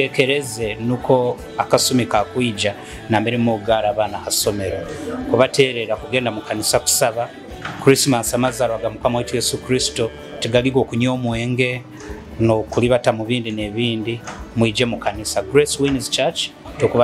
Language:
Nyoro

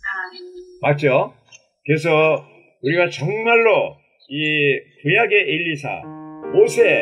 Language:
Korean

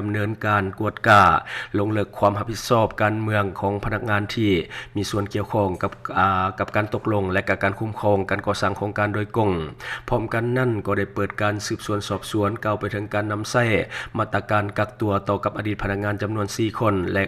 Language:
Lao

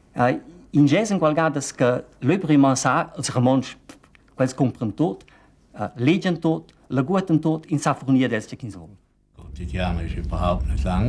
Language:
Romansh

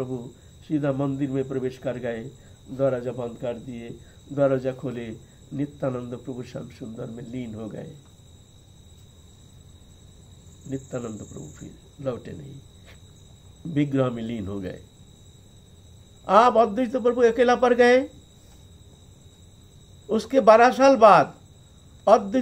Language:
Hindi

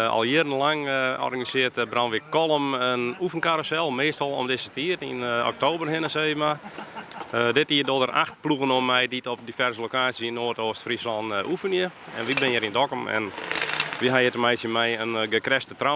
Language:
Western Frisian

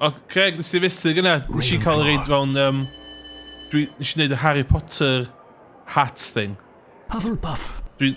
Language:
Welsh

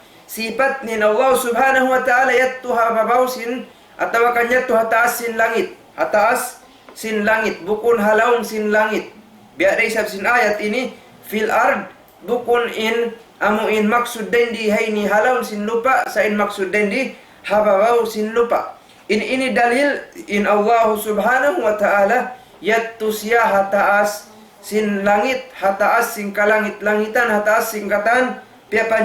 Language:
Tausug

